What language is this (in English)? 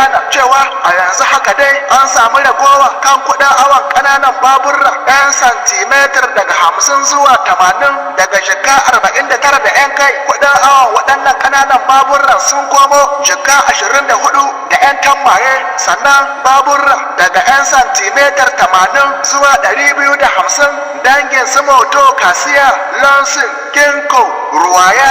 Hausa